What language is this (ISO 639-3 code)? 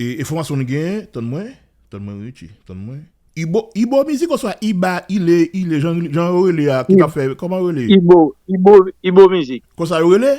hat